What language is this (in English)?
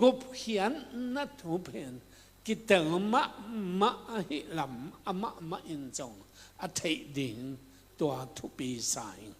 Tedim Chin